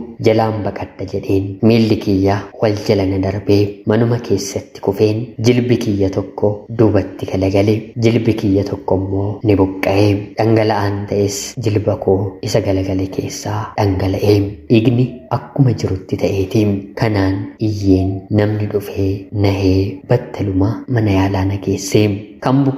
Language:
Oromo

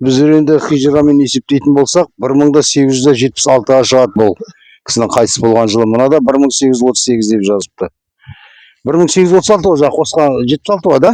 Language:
Kazakh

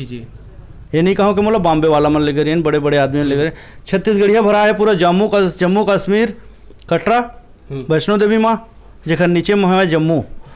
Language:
Chhattisgarhi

